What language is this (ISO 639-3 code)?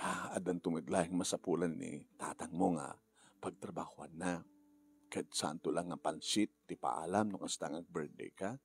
ilo